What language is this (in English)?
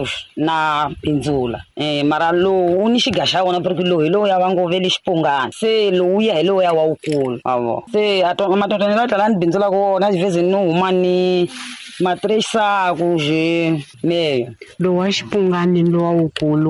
Tsonga